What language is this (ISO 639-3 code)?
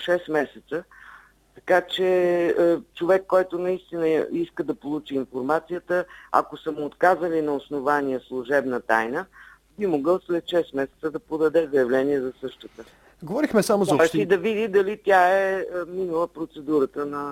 bul